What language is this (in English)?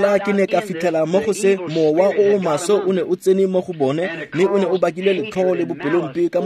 Tswana